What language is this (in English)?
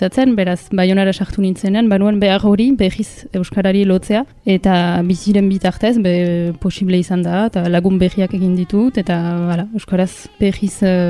Basque